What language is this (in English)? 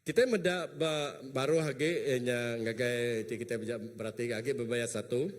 Iban